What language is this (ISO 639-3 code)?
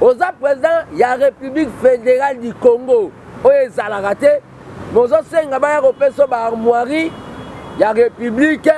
lin